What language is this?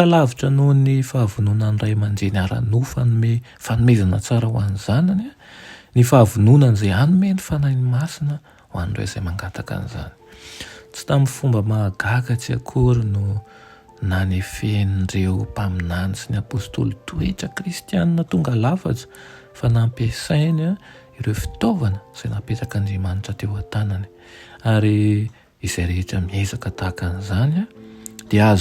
Malagasy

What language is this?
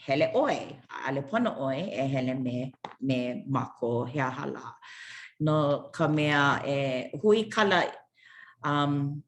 Hawaiian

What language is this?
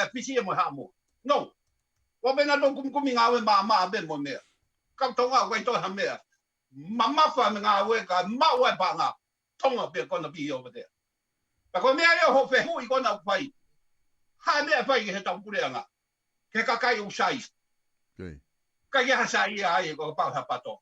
Tongan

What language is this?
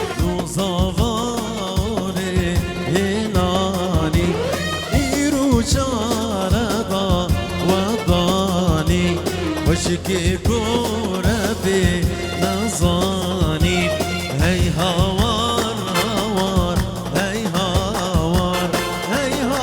Kurdish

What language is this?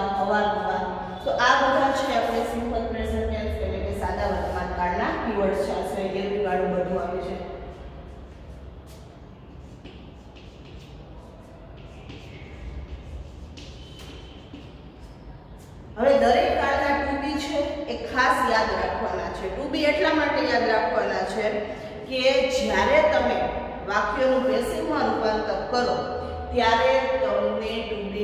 Gujarati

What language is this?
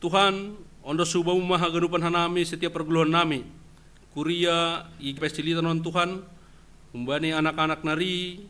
Batak Simalungun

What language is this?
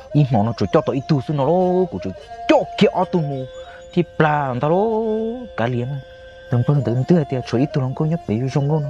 Hmong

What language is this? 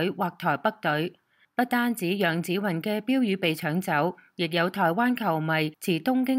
Cantonese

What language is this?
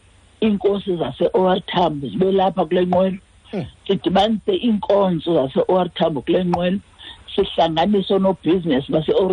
Xhosa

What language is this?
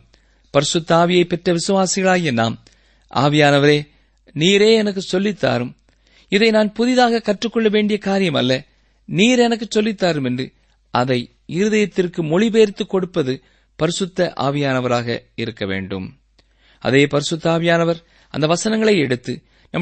Tamil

